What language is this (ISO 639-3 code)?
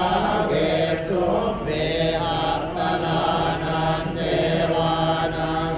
pli